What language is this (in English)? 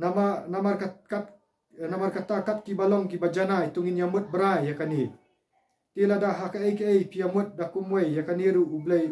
Khasi